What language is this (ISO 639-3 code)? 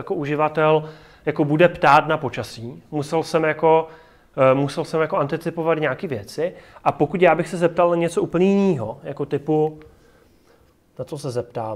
ces